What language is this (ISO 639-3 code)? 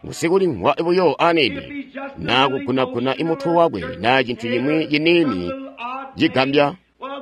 toi